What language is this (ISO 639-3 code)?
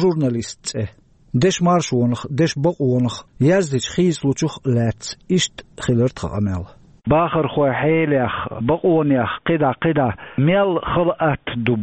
che